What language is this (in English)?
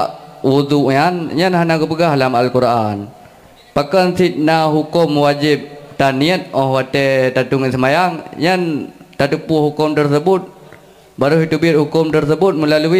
Achinese